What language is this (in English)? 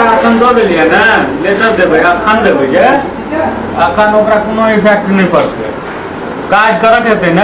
Maithili